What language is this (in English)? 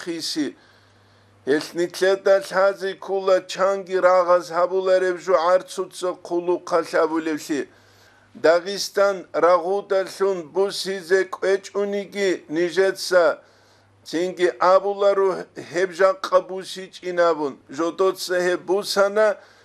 Avaric